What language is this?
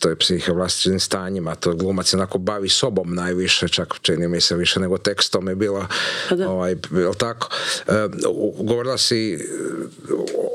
Croatian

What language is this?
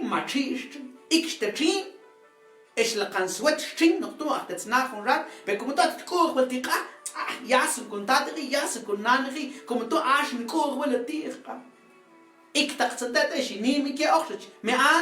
Mam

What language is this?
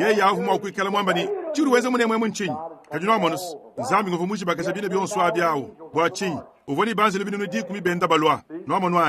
Luba-Lulua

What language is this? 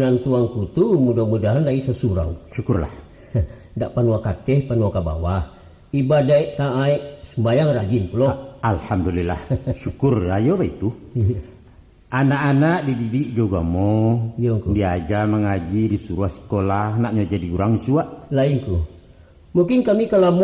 Minangkabau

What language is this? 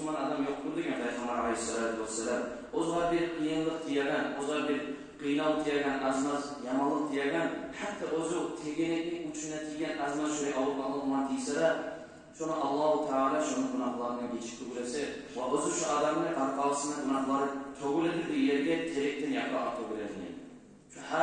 Kumyk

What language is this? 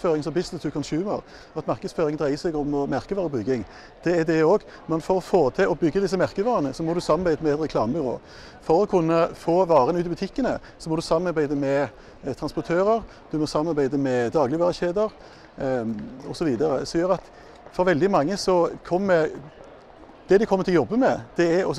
Norwegian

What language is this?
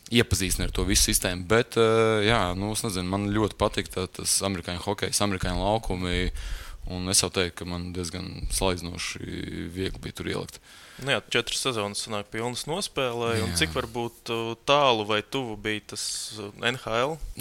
Latvian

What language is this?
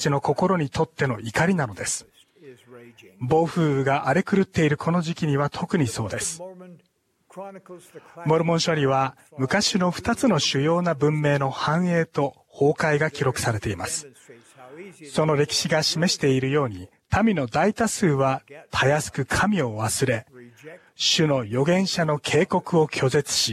Japanese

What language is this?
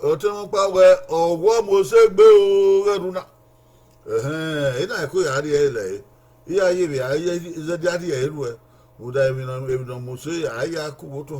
Bini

